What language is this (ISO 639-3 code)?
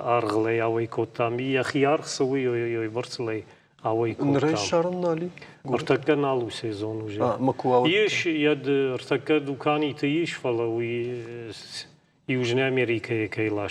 oss